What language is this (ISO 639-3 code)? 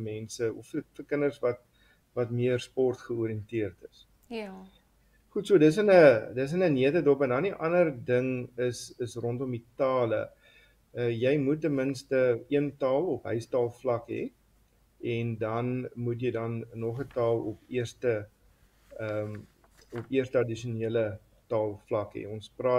afr